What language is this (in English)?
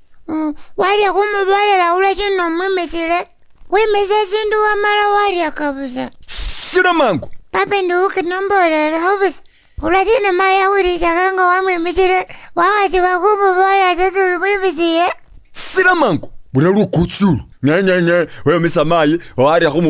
Masaaba